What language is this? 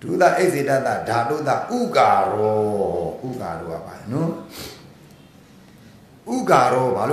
Burmese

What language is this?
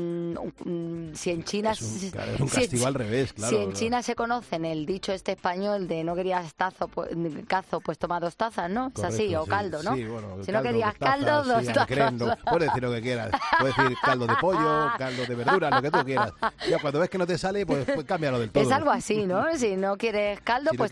Spanish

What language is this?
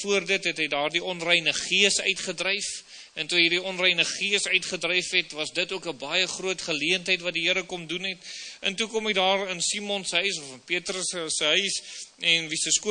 Afrikaans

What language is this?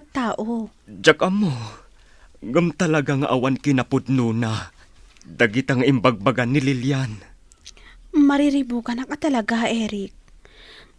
Iloko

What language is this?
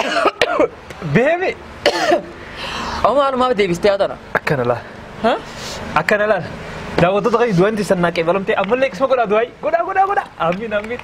Oromo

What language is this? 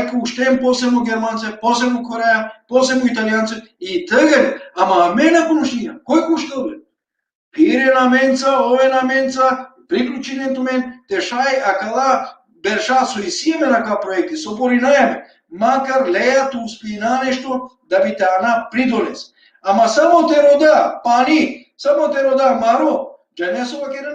Balkan Romani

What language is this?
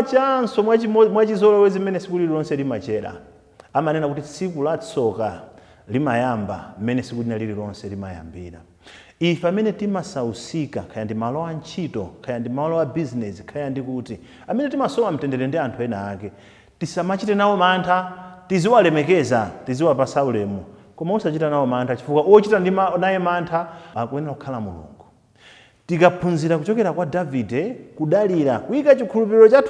Nyanja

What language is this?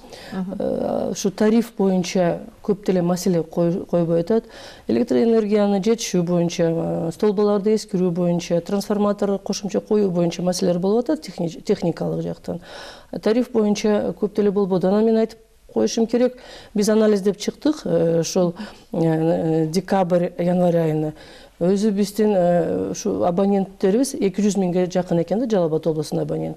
Kyrgyz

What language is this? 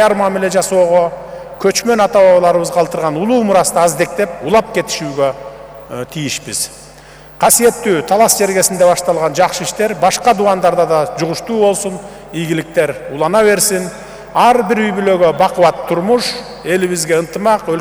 Kyrgyz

